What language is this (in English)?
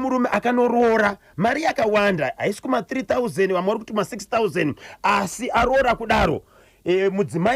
Shona